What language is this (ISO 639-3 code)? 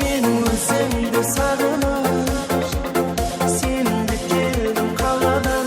kaa